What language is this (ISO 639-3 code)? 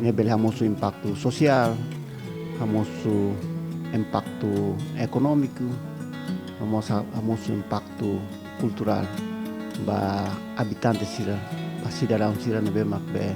tet